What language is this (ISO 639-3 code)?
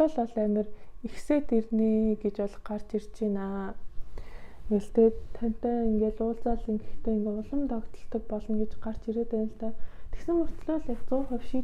mon